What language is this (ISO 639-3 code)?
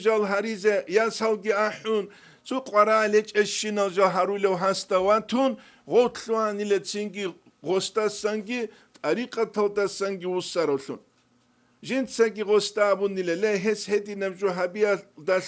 ava